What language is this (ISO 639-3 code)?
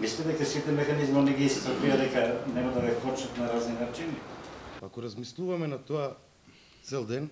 mkd